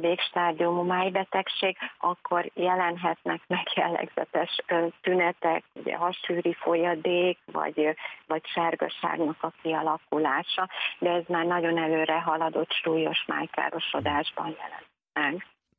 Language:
Hungarian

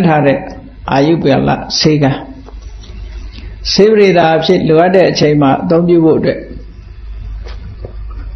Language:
Burmese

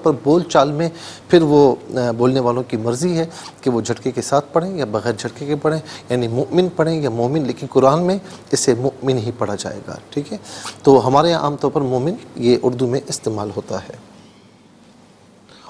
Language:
Urdu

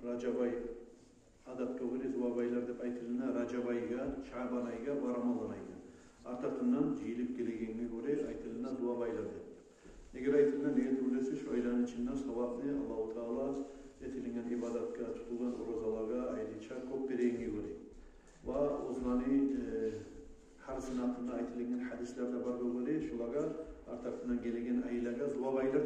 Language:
Kumyk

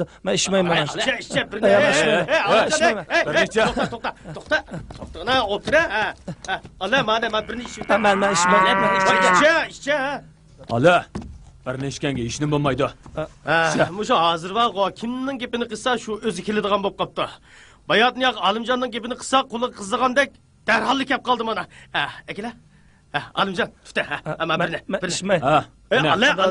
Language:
Uyghur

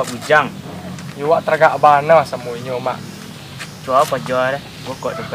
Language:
Minangkabau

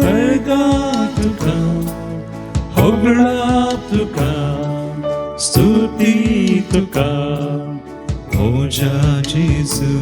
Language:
Konkani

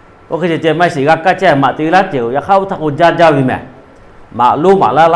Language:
Lahu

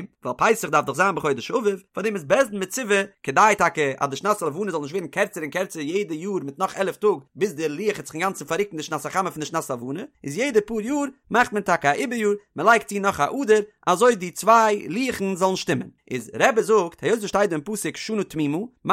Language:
Yiddish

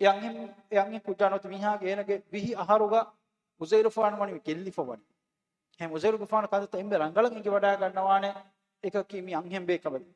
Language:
Divehi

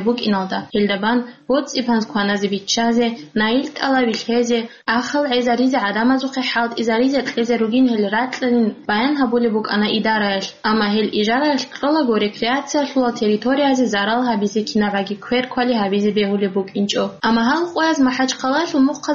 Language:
Avaric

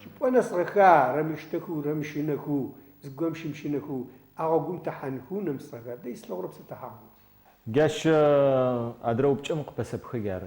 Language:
Adyghe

